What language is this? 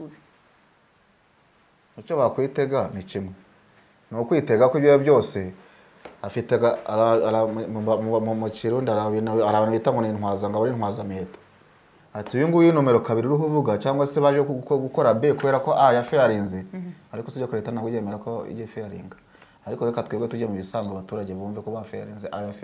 Kinyarwanda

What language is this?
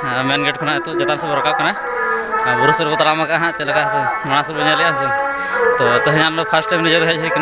Santali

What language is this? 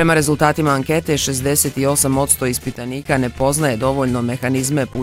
Bosnian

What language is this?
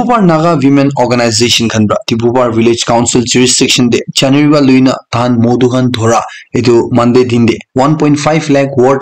Naga Pidgin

